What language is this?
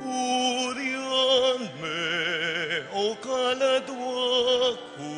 Pampanga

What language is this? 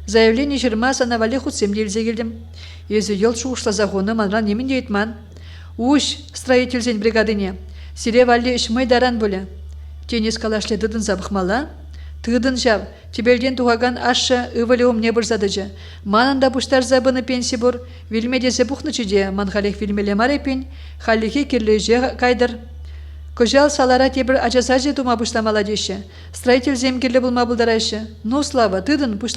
Chuvash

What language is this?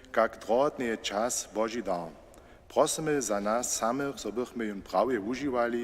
Upper Sorbian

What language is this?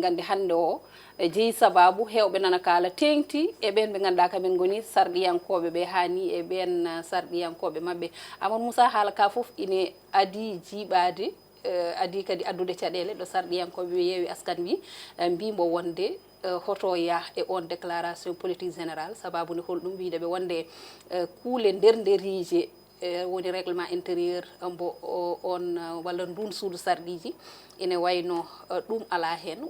Fula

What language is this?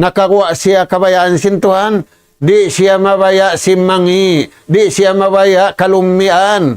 Tausug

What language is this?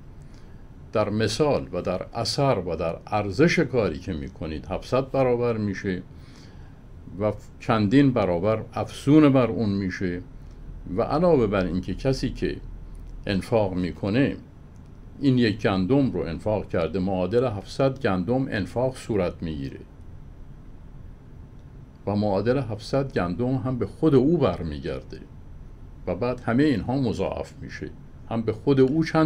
Persian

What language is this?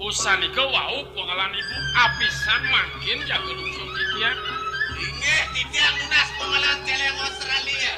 Balinese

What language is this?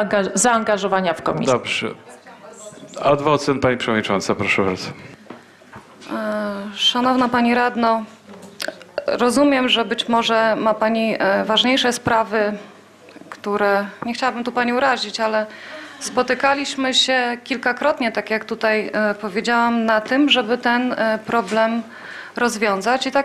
Polish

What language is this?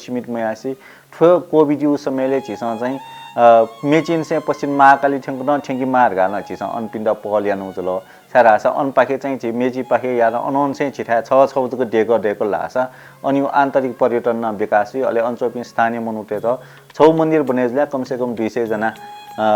Newari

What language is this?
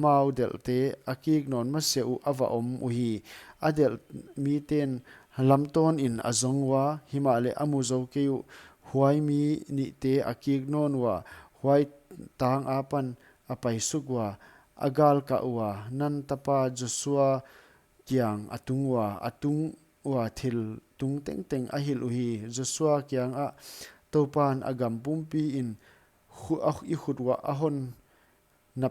Paite Chin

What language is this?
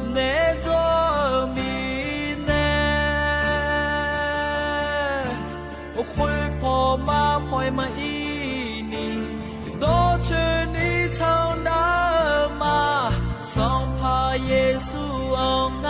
Akha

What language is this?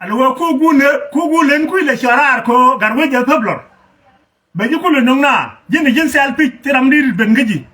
Nuer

